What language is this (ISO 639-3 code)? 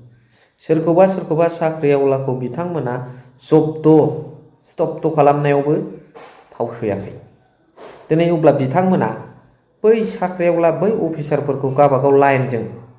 brx